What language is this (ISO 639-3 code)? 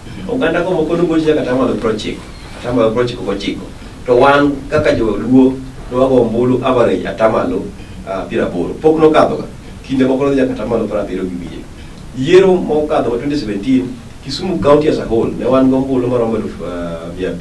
luo